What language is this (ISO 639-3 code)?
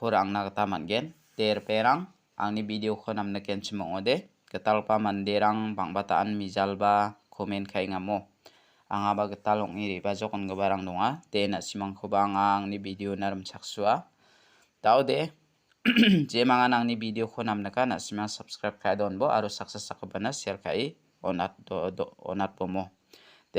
grt